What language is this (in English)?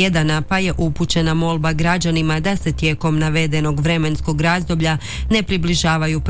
Croatian